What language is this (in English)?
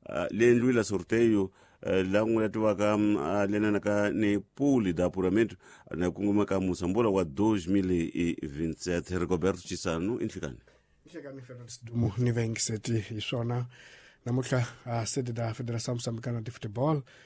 Tsonga